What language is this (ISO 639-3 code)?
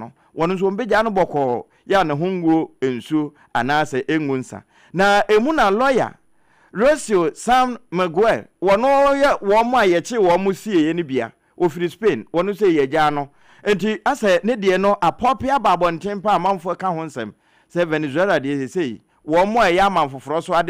aka